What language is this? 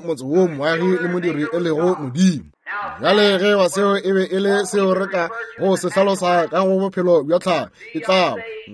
Northern Sotho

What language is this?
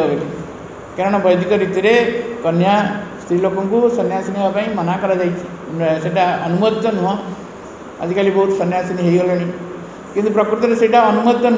Odia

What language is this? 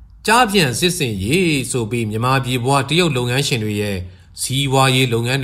Burmese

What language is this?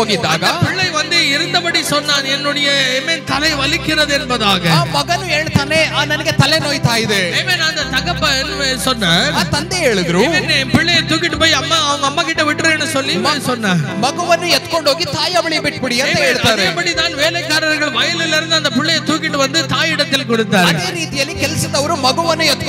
Tamil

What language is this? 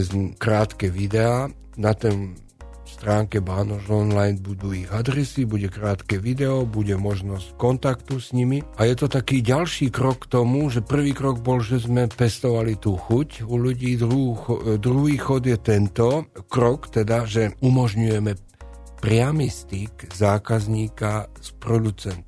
Slovak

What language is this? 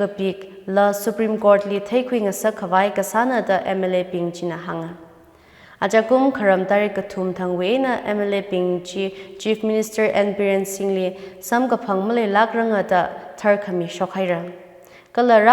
Tangkhul Naga (India)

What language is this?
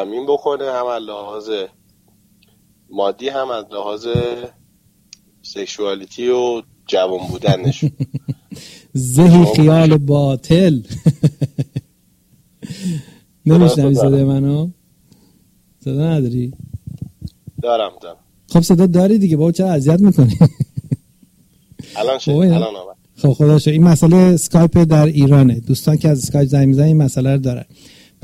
Persian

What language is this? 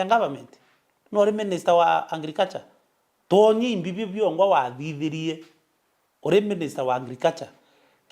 Meru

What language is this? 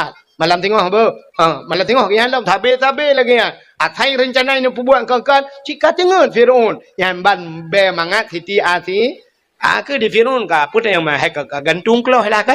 Achinese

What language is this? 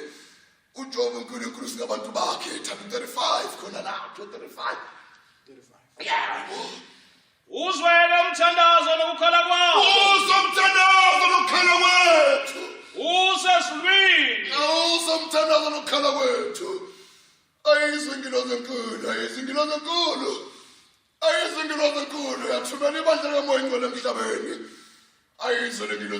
Zulu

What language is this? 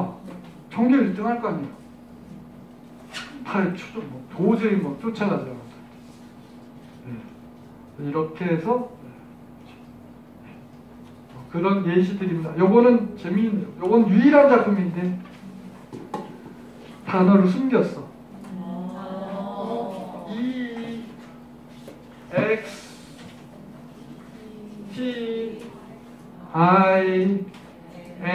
Korean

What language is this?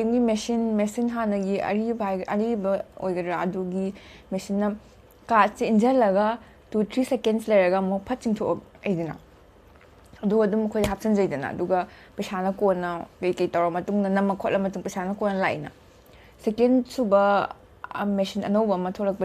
Manipuri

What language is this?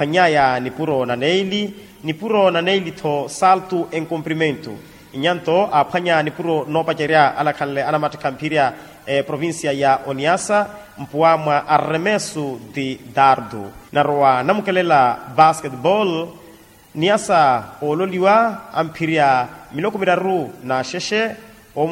Makhuwa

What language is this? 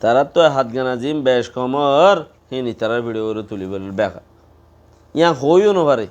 Rohingya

